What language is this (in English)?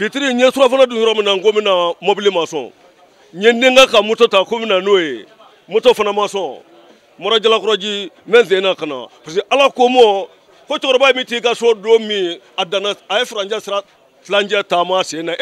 Bambara